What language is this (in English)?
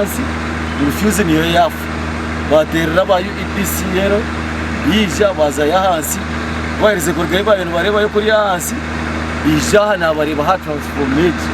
Nyankole